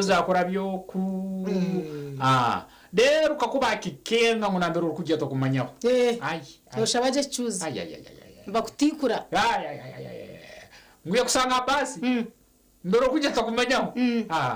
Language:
Nyankole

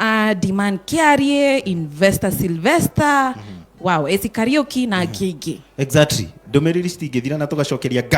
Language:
Kikuyu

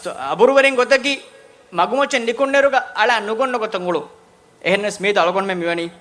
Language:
Divehi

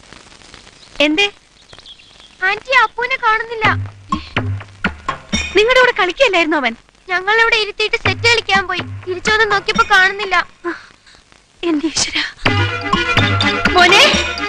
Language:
Malayalam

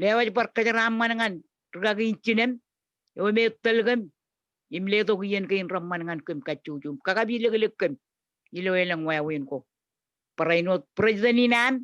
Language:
Marshallese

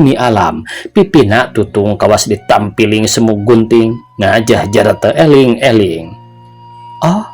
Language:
Sundanese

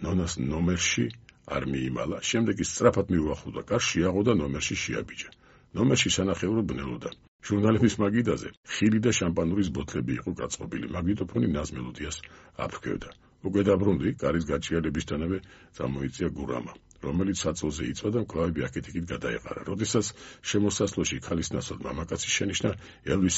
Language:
Georgian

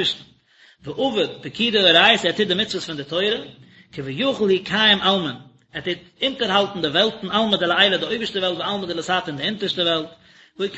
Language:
Yiddish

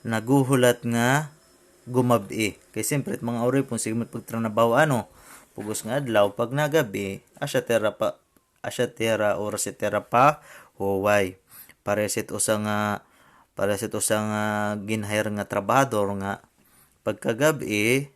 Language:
Waray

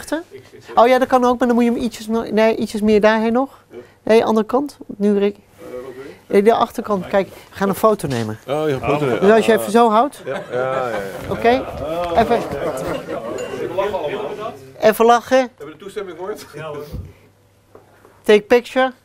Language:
Dutch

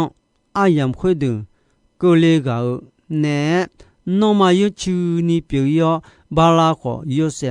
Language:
Akha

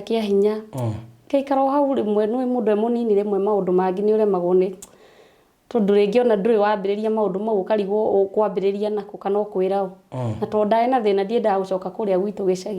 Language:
Kikuyu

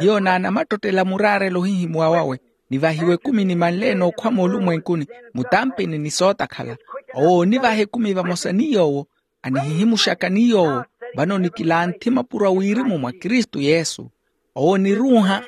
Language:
Makhuwa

